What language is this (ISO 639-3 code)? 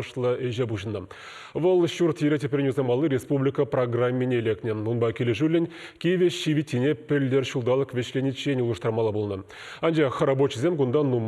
chv